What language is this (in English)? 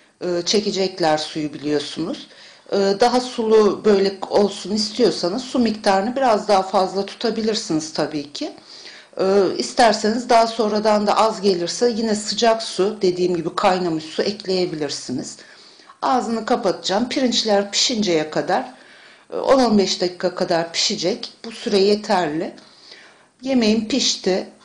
Turkish